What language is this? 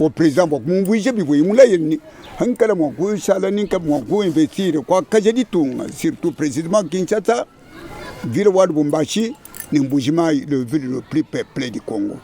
Luba-Lulua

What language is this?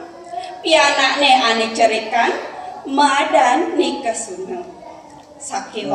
Balinese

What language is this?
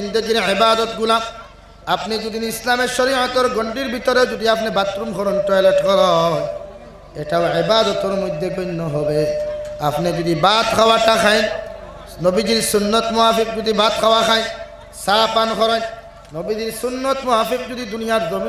Sylheti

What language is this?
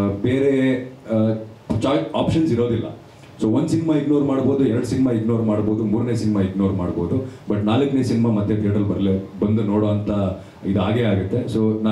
Kannada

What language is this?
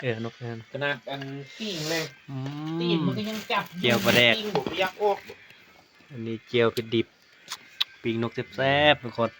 Northeastern Thai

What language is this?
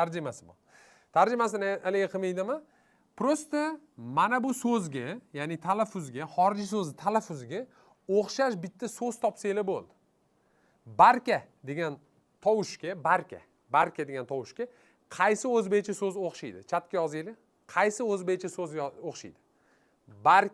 Uzbek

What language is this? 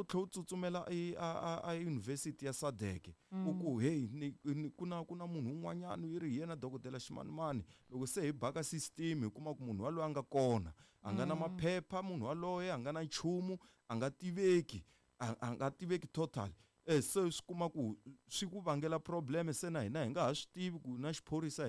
Tsonga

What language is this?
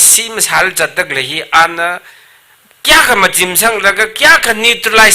Tangkhul Naga (India)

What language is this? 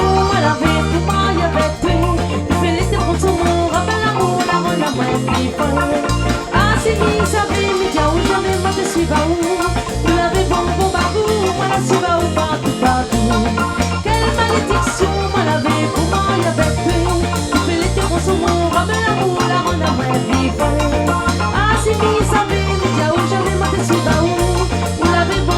Réunion Creole French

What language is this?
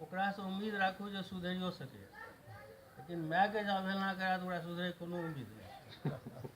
Maithili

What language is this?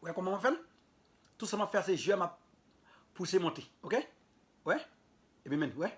Haitian Creole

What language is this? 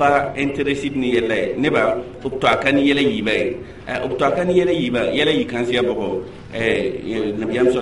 Mossi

